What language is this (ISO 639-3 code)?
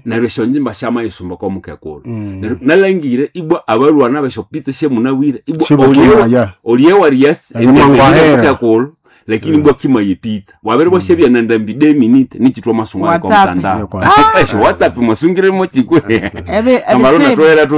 nnb